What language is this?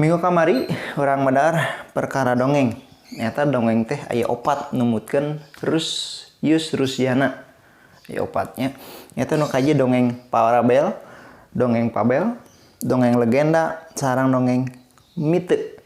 Sundanese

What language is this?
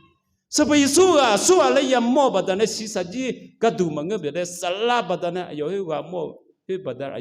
Akha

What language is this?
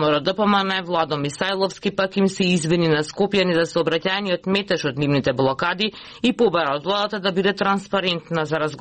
Macedonian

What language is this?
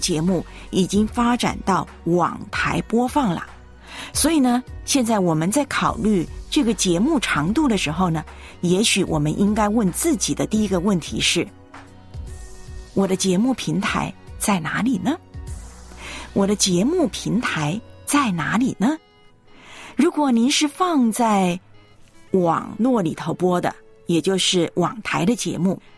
Chinese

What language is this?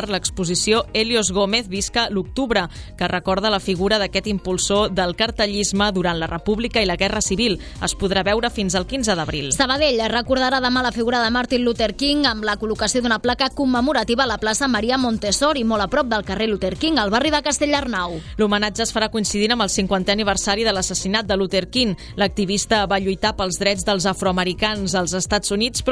Catalan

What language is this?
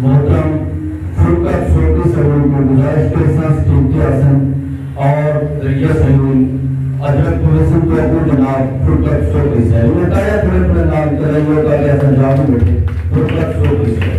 Saraiki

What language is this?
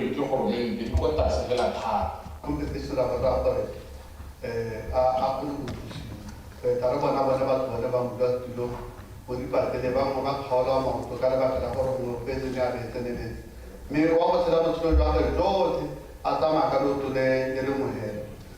Tswana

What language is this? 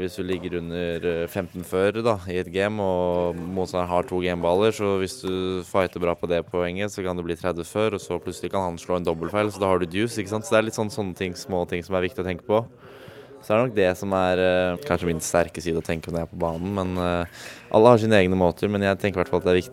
Norwegian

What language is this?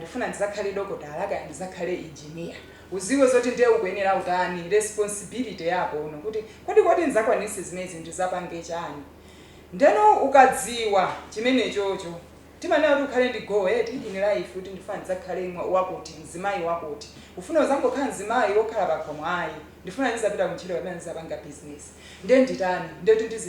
Nyanja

